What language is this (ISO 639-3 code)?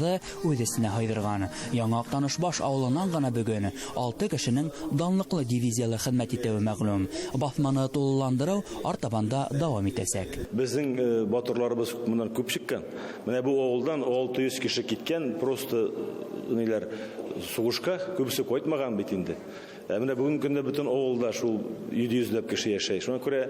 bak